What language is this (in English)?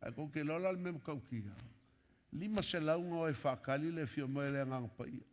Samoan